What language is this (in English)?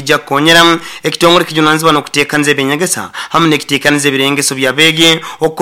Nyoro